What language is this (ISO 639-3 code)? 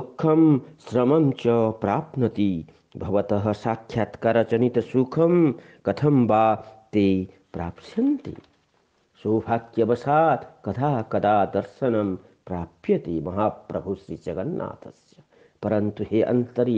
san